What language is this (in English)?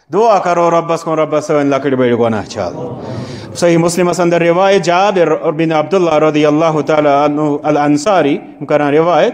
Kashmiri